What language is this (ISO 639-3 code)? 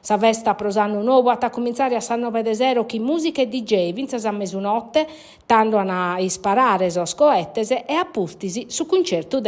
srd